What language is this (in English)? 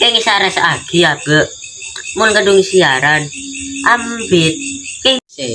Madurese